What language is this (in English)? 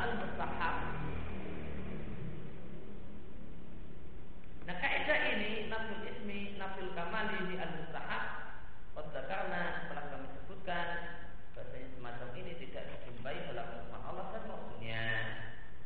Indonesian